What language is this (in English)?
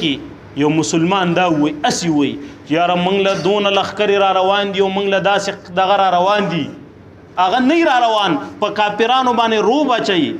Pashto